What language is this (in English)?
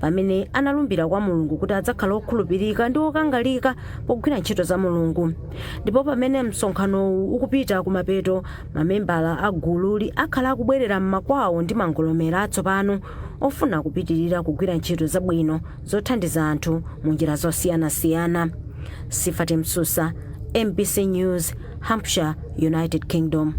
Nyanja